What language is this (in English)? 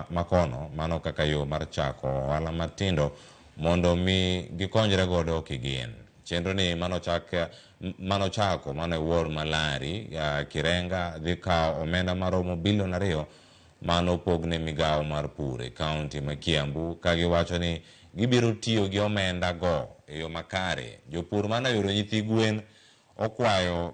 Luo (Kenya and Tanzania)